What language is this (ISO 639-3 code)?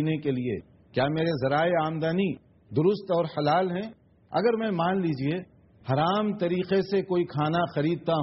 urd